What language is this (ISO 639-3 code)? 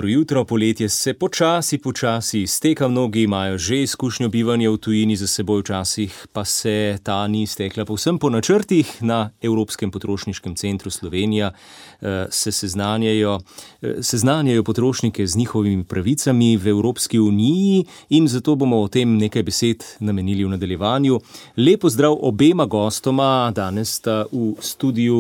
slv